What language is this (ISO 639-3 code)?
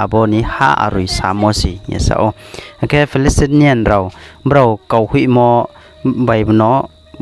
ria